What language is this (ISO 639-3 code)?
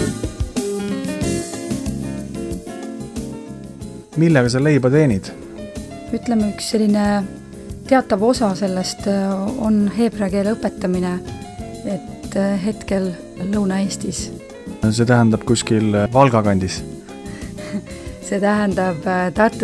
est